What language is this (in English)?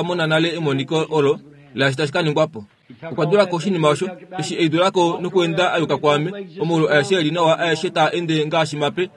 Kuanyama